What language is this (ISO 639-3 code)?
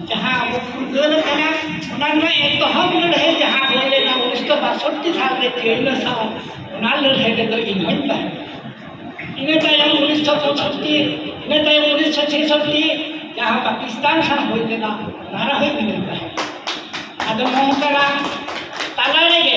sat